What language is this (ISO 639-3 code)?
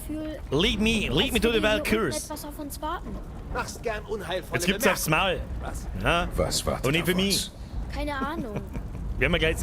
bar